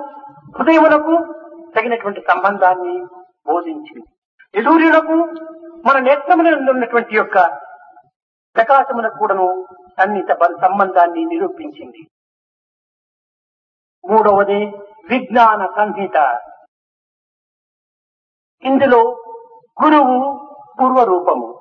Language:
Telugu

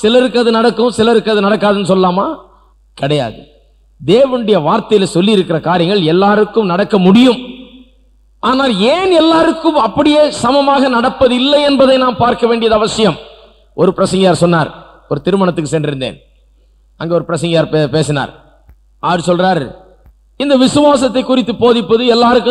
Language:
Tamil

